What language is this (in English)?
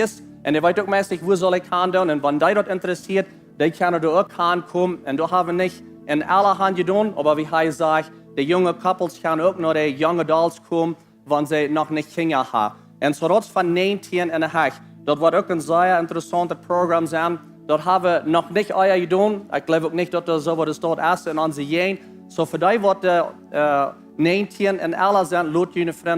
Plautdietsch